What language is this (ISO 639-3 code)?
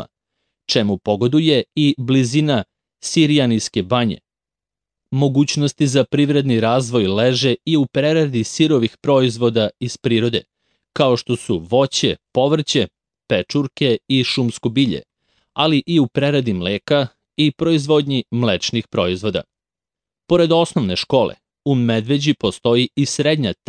srp